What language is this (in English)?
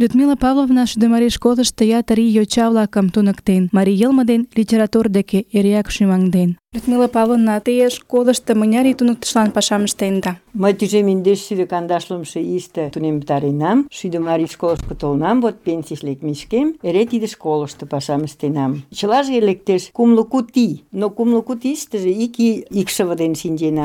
Mari